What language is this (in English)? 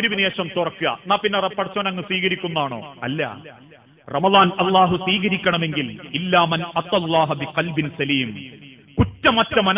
Malayalam